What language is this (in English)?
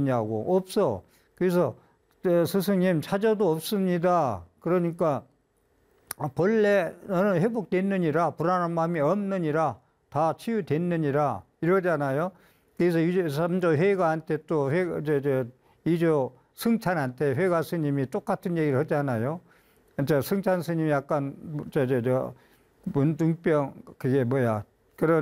Korean